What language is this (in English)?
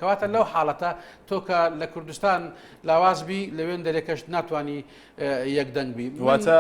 Central Kurdish